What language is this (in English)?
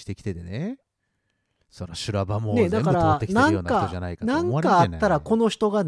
Japanese